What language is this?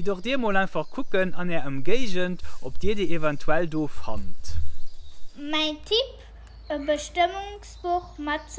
Luxembourgish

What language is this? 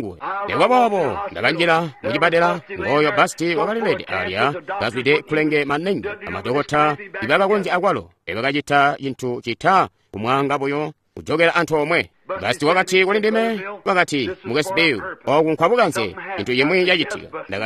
Tonga (Zambia)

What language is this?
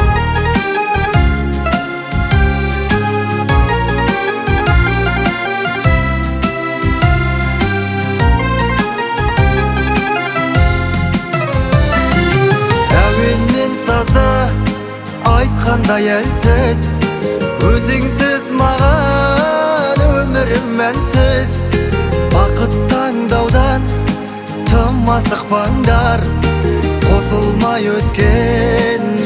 Kazakh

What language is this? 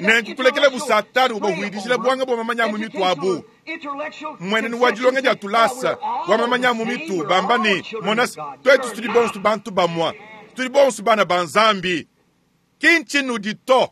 Luba-Lulua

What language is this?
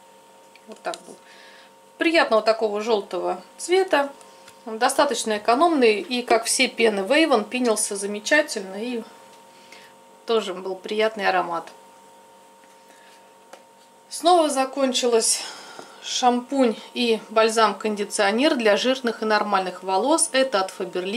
Russian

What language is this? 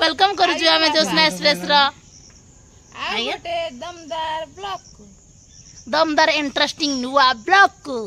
Odia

